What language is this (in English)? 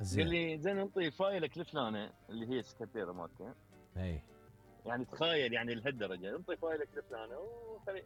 Mesopotamian Arabic